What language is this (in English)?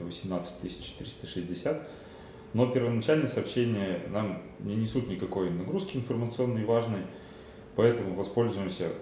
Russian